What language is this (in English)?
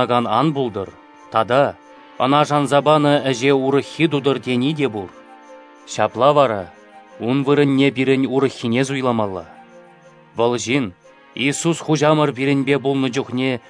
Chuvash